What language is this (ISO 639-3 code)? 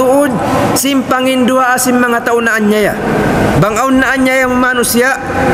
tsg